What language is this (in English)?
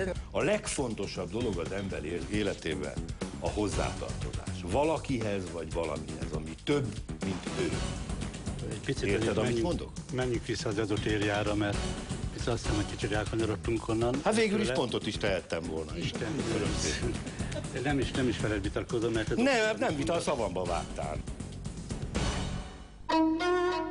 Hungarian